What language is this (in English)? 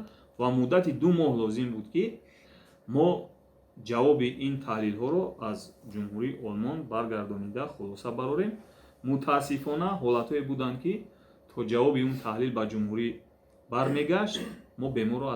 Tajik